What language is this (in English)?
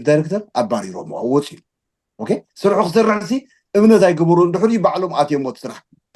Tigrinya